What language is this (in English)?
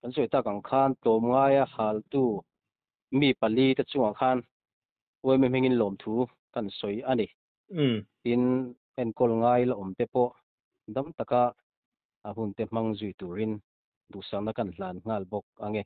Mizo